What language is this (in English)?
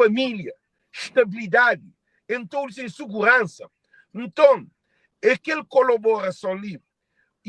Kabuverdianu